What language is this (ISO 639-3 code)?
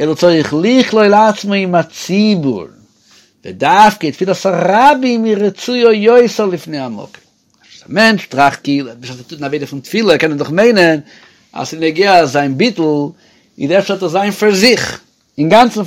yid